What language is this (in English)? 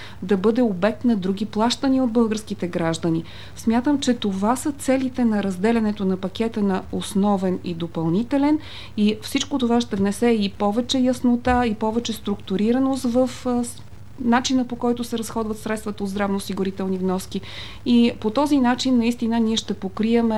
Bulgarian